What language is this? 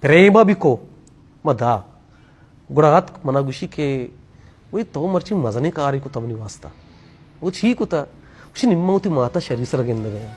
Baluchi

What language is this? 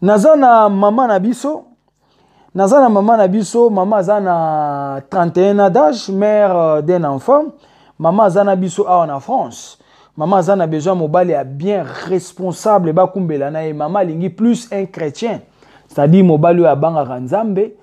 Lingala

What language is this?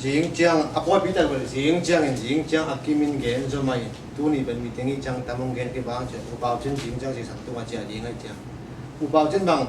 Tedim Chin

